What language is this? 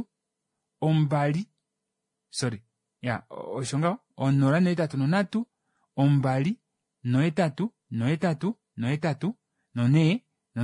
Kuanyama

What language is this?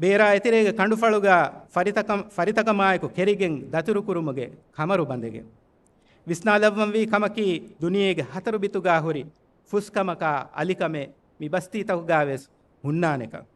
Divehi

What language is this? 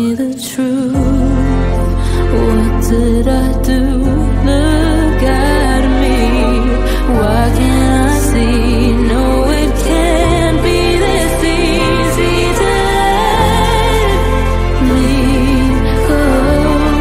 English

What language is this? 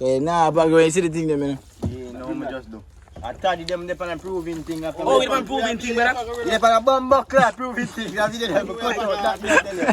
Jamaican Creole English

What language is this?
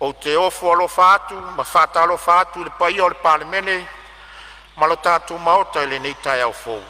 Samoan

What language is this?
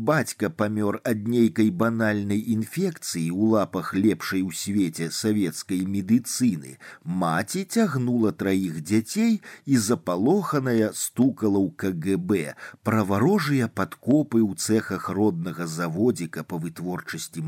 Belarusian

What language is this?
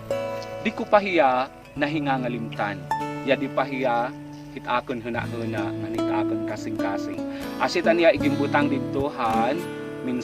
Waray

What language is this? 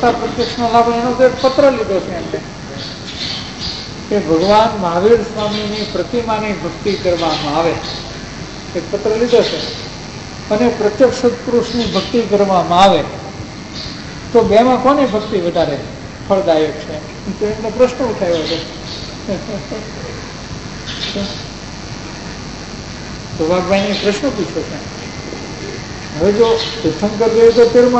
Gujarati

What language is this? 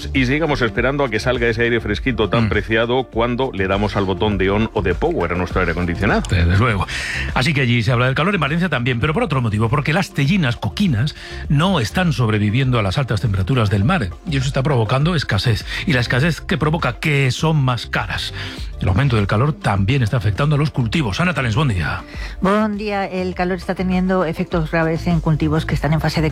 Spanish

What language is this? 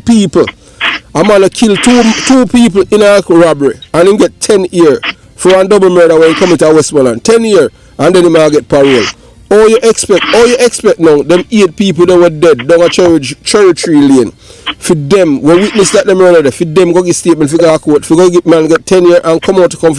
Jamaican Creole English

